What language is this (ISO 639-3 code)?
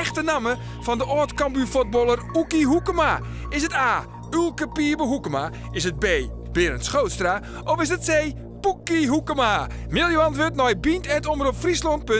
fry